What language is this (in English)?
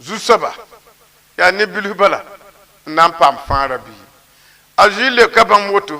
Mossi